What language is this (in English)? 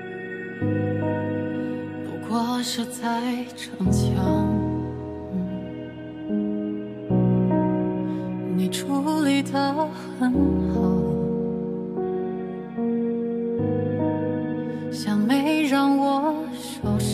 Chinese